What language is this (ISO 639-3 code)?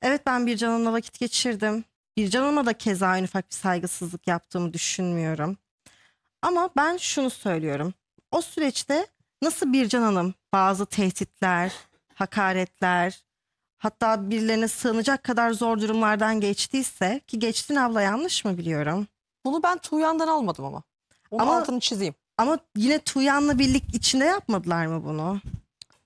tur